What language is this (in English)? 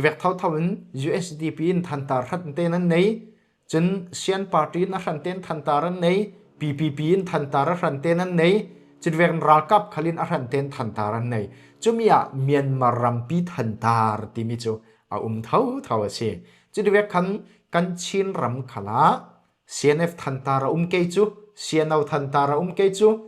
Falam Chin